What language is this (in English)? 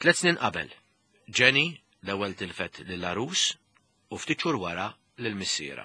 Maltese